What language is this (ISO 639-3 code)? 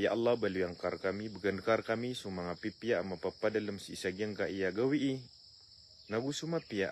mrw